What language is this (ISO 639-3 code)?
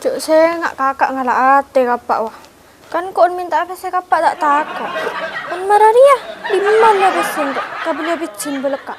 mad